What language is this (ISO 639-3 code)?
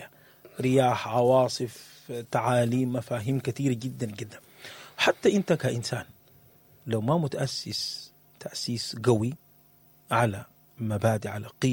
apd